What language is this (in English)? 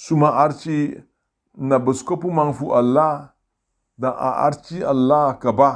Sranan Tongo